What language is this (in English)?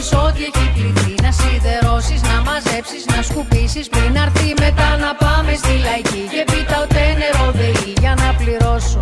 Greek